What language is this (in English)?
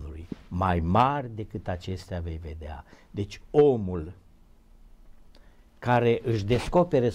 Romanian